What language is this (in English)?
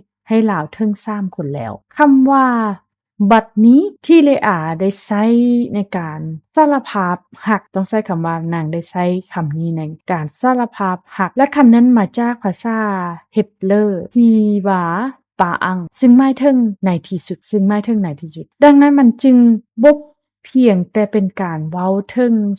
Lao